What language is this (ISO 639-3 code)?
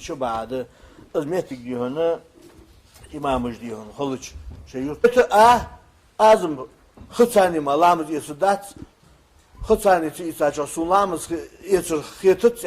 inh